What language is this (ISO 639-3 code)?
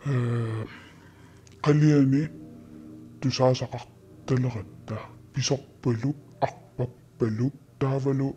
kal